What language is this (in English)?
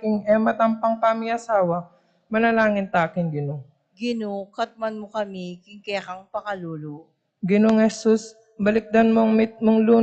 Pampanga